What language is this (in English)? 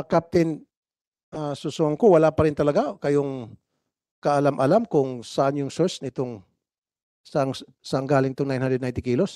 Filipino